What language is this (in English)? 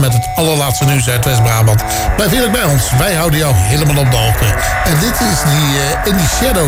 Dutch